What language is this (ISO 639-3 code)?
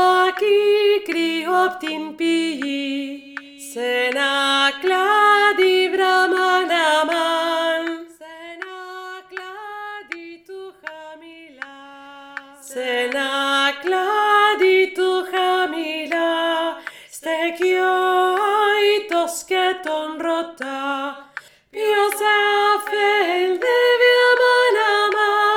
ell